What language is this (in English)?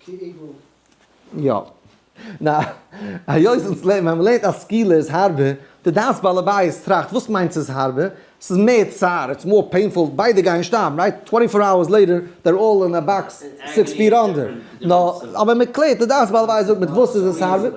Yiddish